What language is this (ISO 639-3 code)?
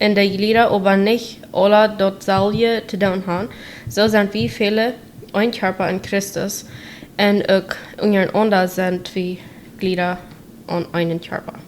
pdt